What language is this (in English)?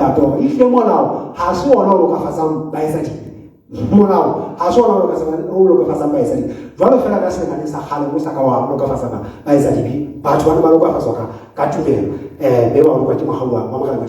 Southern Sotho